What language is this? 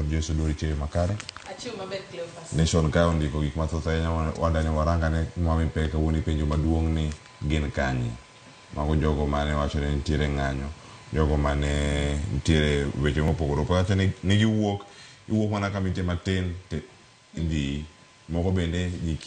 Luo (Kenya and Tanzania)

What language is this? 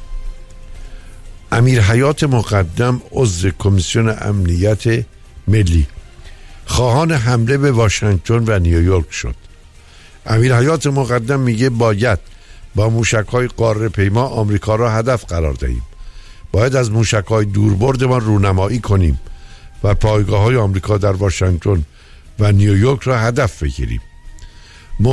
Persian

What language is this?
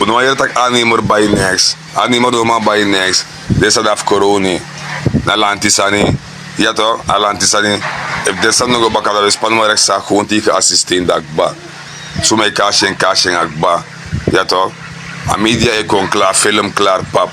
Sranan Tongo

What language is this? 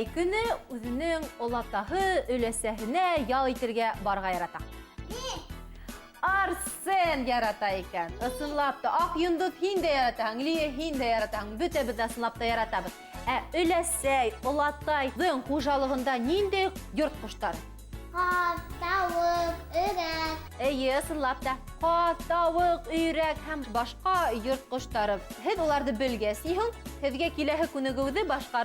Bashkir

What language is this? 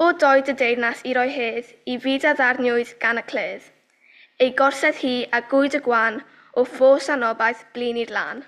Welsh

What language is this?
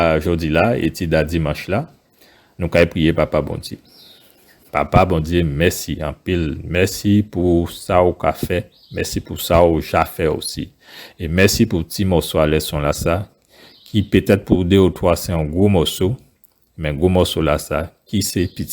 Guadeloupean Creole French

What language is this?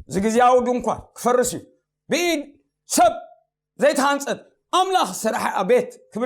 Tigrinya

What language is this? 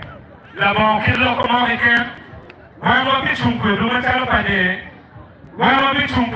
Acoli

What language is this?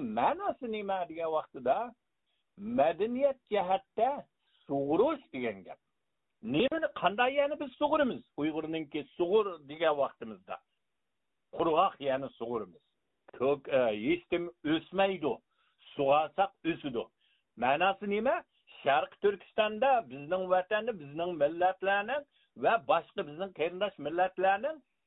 Uyghur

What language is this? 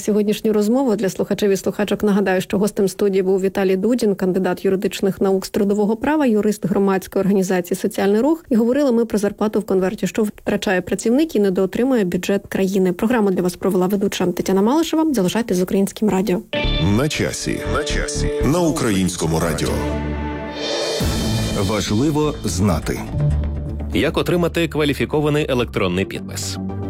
Ukrainian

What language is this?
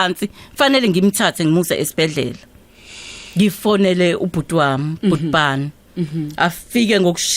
Zulu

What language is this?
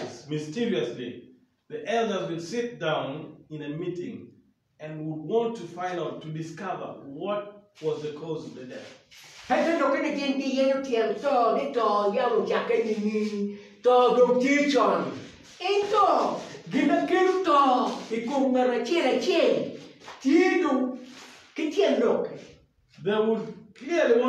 Acoli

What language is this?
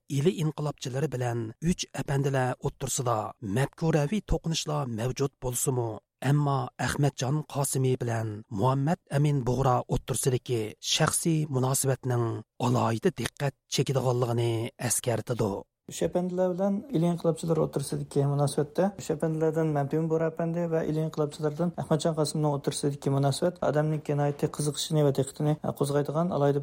Uyghur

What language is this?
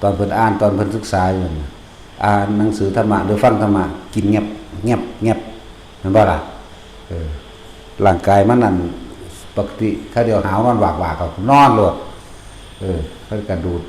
Northeastern Thai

